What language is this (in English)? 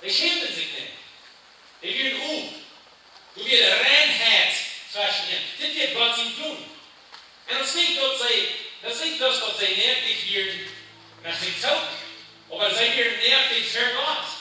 Plautdietsch